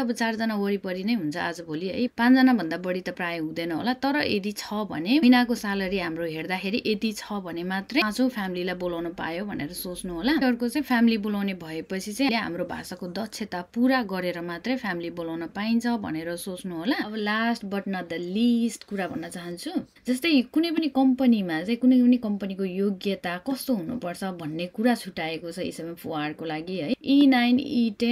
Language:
Nepali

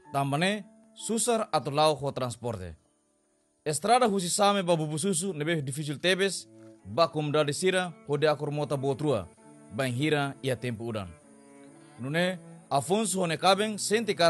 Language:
Tetum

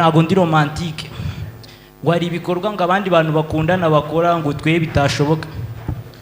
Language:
Kinyarwanda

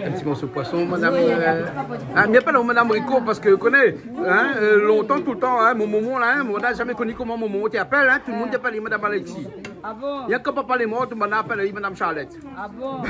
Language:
Réunion Creole French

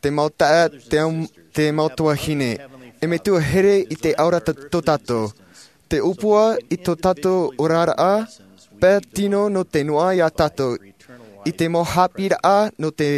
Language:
Tahitian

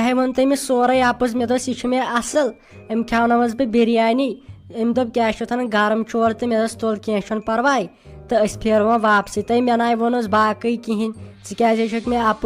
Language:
Kashmiri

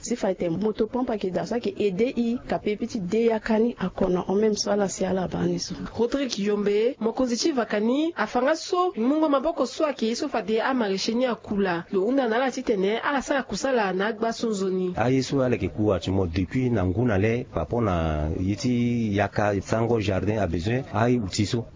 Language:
Sango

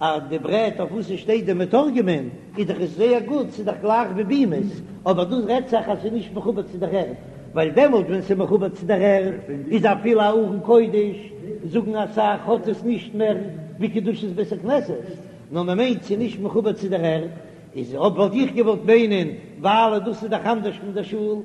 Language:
Yiddish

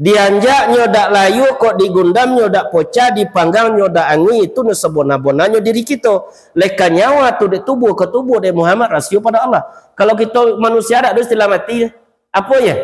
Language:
Minangkabau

